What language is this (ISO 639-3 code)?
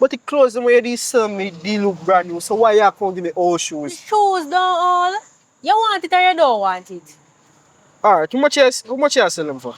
jam